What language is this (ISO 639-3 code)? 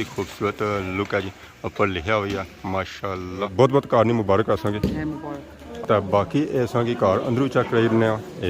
phr